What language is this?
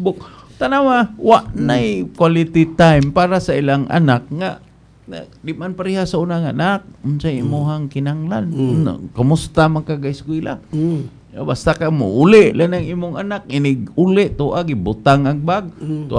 Cebuano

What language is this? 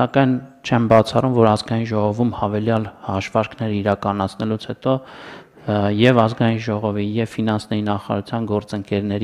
Armenian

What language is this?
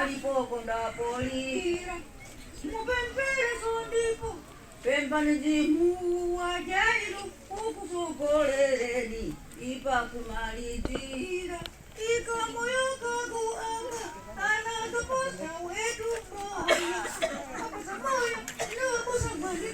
Nyanja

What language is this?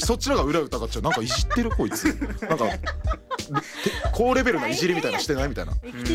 Japanese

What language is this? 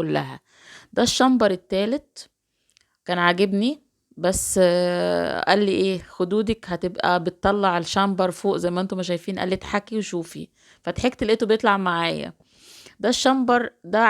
Egyptian Arabic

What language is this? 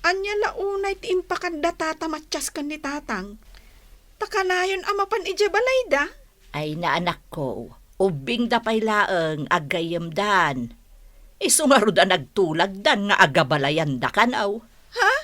Iloko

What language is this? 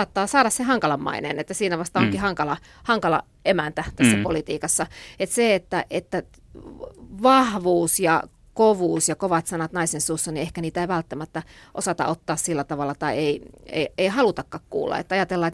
Finnish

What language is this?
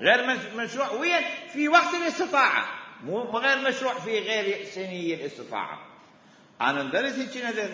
Mesopotamian Arabic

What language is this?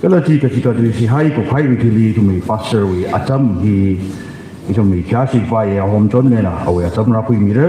Tangkhul Naga (India)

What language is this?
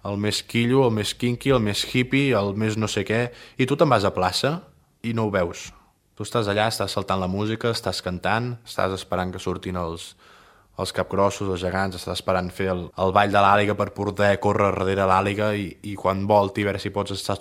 Catalan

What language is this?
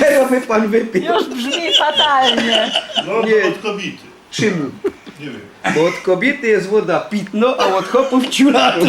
Silesian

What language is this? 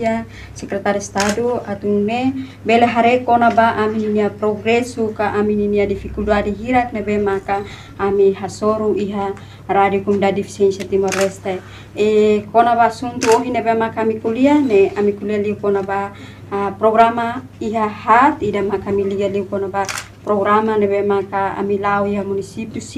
Tetum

